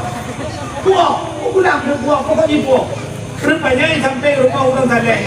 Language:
Achinese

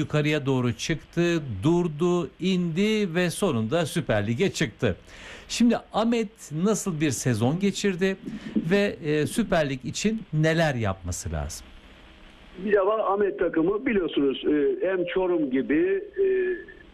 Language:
Turkish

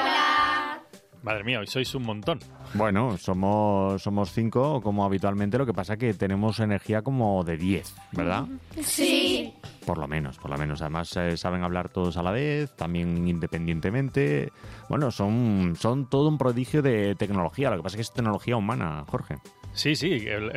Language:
Spanish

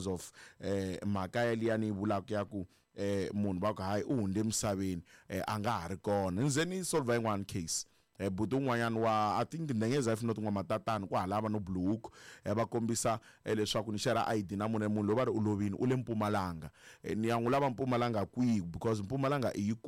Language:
Tsonga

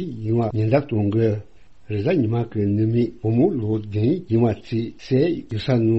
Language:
Tibetan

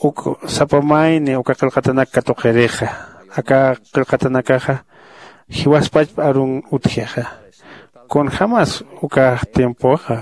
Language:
Aymara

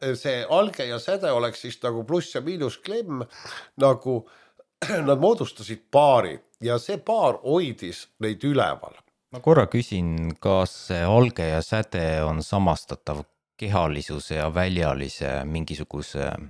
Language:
Estonian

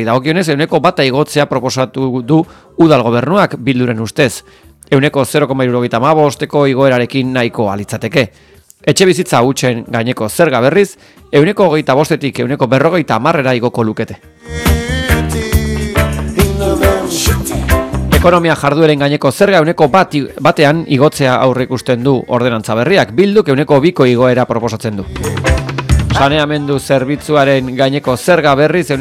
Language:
Basque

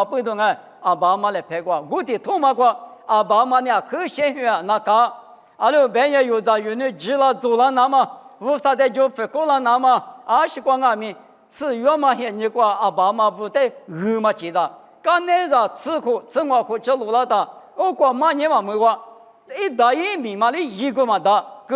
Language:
Lisu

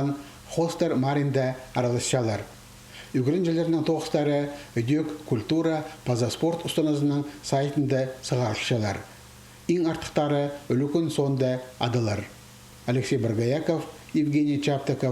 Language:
Khakas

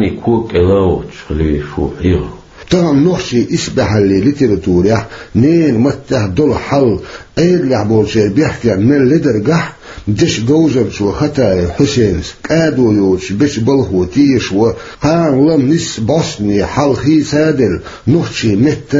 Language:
Chechen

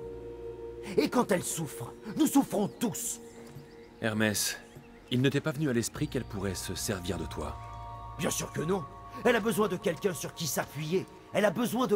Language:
French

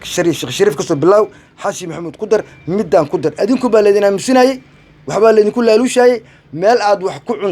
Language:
Somali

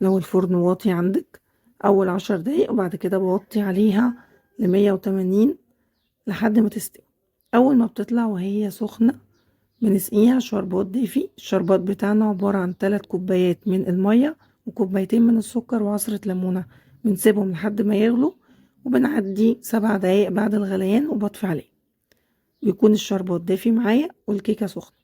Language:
Egyptian Arabic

